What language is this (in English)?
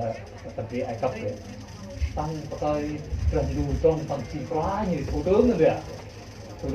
Central Mnong